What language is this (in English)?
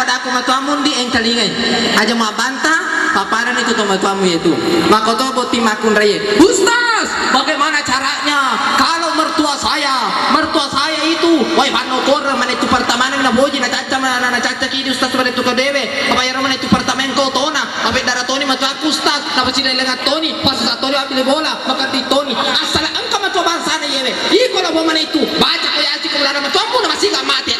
Buginese